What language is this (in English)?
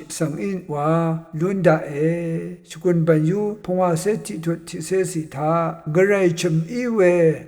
Rawang